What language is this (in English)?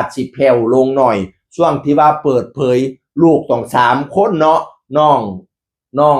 Northeastern Thai